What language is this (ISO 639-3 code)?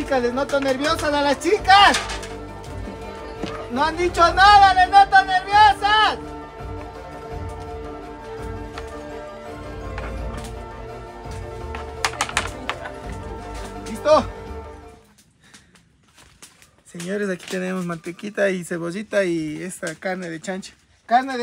spa